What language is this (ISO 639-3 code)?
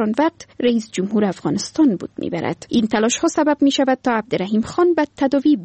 fas